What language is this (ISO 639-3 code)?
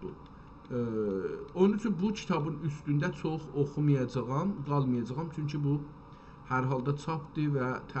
azb